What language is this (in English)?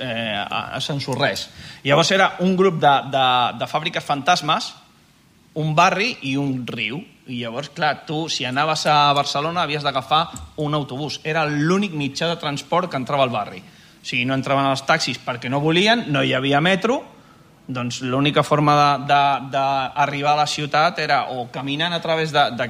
Catalan